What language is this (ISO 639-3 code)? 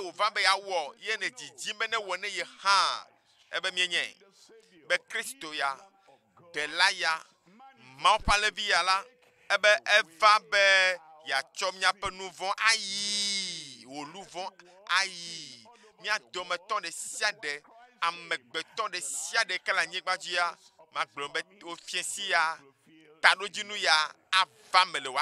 ewe